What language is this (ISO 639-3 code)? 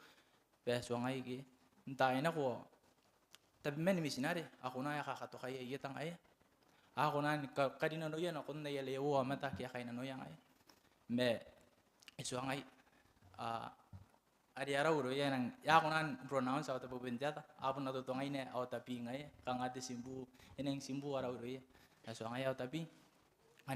gil